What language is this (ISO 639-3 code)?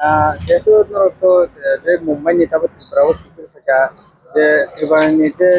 trp